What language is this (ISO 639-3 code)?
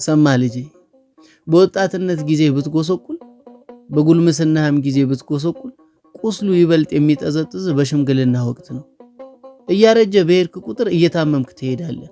amh